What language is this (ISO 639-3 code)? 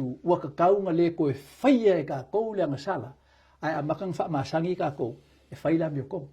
smo